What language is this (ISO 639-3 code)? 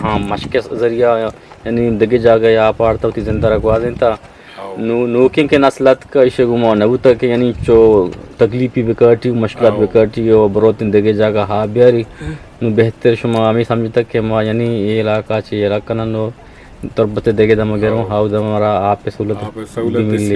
bgp